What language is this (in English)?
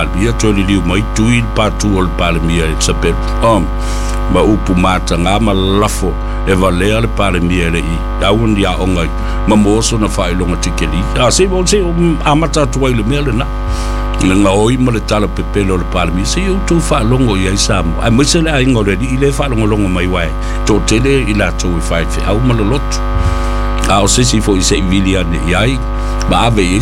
Samoan